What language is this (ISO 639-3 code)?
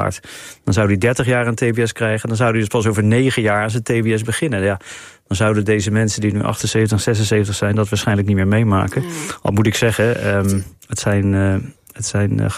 nld